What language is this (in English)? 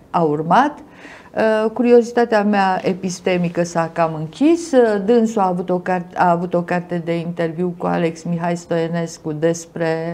Romanian